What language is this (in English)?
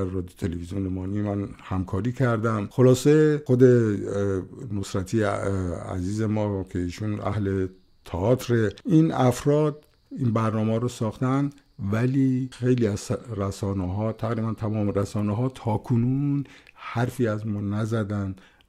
Persian